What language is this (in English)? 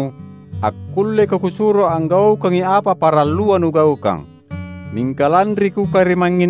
Makasar